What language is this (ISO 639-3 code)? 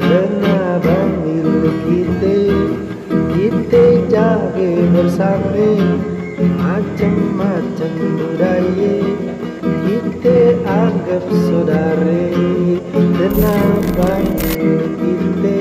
bew